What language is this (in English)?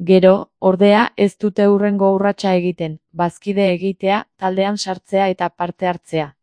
Basque